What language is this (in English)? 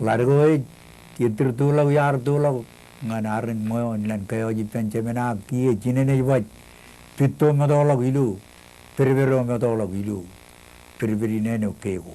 Marshallese